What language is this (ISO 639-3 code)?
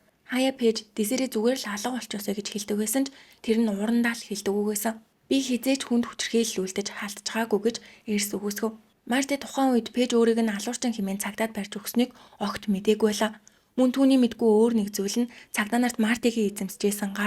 mon